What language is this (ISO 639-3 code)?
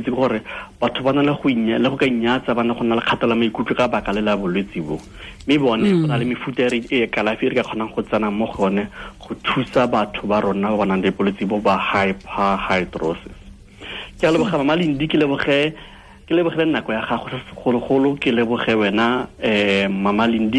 tsn